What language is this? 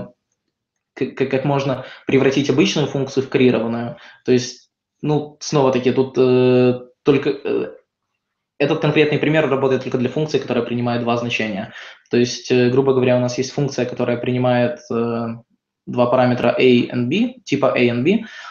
Russian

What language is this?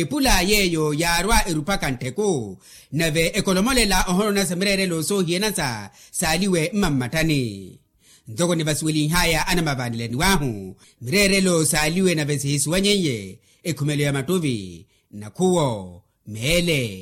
Makhuwa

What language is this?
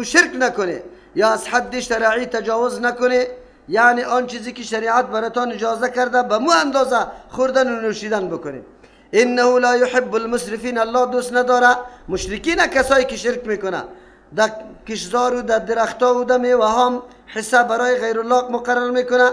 Persian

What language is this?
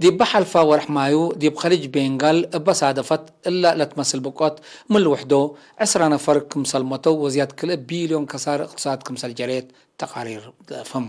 Tigre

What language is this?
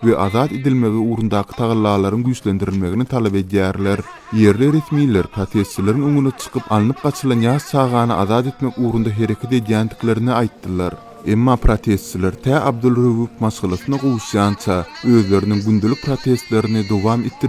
Turkmen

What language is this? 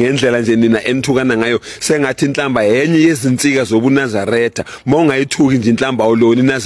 Zulu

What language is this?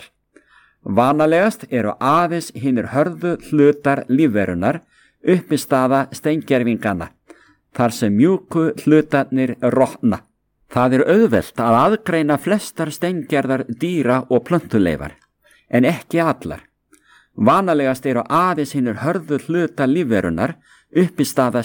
Icelandic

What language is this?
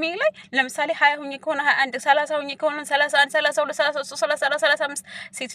Amharic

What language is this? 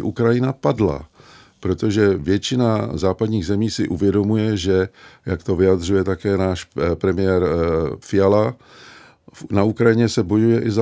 Czech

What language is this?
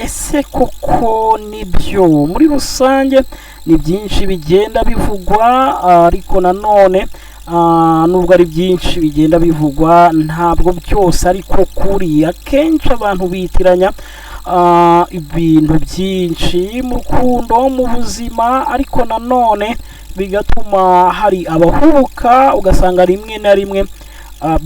Kinyarwanda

